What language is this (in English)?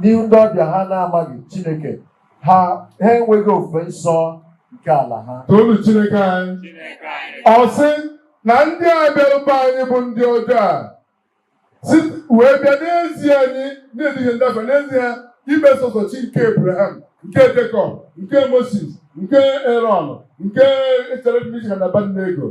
Igbo